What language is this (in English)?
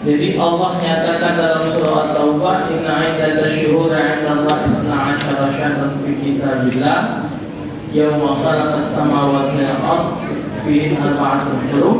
Musi